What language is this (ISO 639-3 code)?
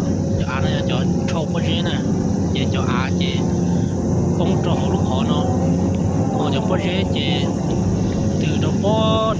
hmn